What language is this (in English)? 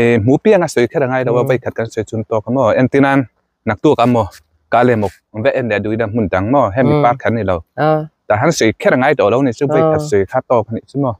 Mizo